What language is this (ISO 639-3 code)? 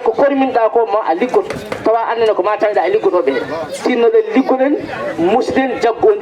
ful